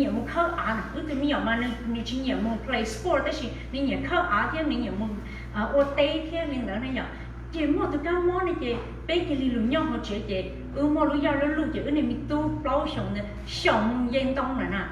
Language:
Hmong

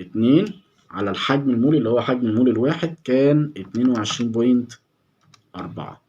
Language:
Egyptian Arabic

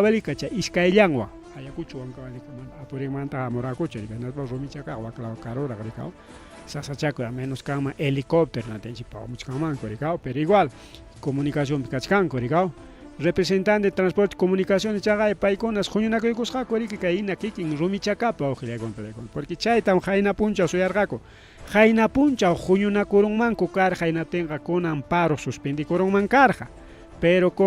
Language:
Ayacucho Quechua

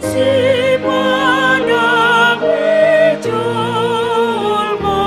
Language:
Batak Simalungun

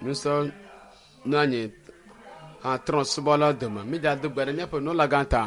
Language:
Ewe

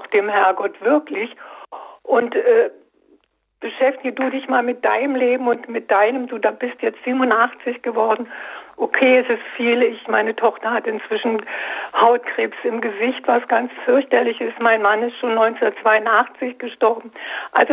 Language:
German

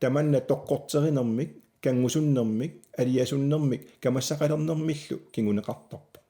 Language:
Kalaallisut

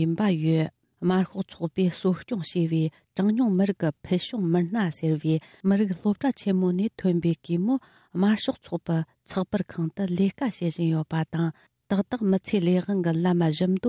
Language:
Tibetan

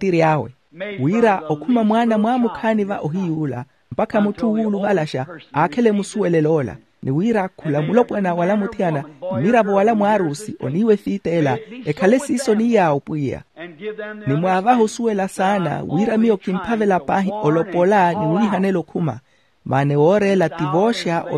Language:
Makhuwa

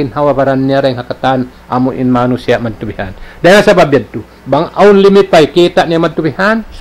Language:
Tausug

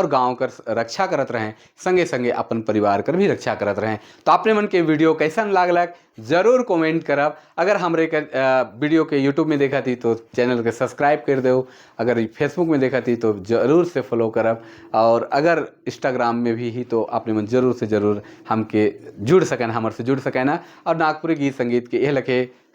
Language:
Sadri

